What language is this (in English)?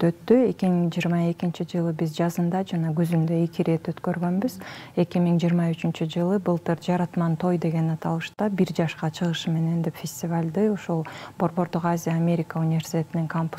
Kyrgyz